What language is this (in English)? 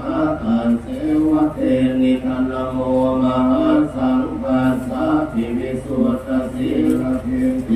Pali